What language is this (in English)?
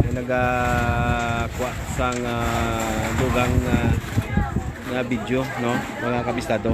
Hiligaynon